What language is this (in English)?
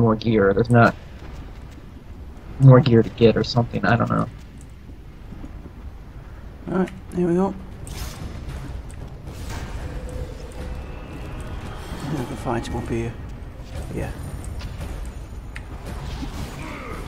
English